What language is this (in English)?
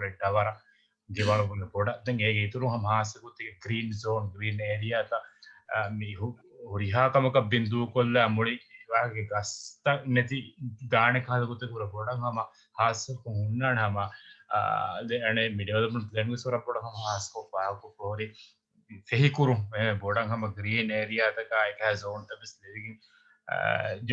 Divehi